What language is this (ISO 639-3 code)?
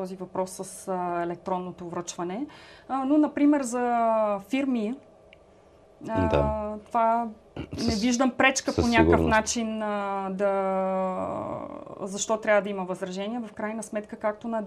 bul